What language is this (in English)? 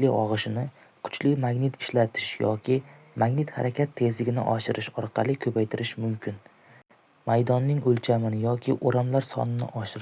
Uzbek